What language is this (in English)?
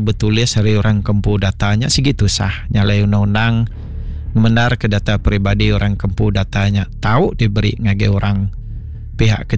Iban